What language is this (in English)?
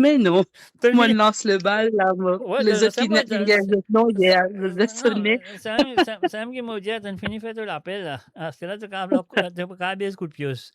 Morisyen